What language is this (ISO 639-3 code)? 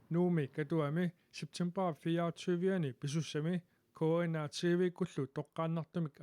kal